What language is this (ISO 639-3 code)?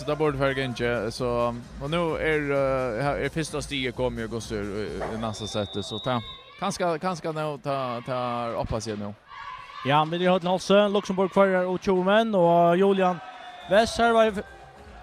fao